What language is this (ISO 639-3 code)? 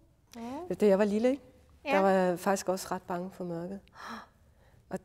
dan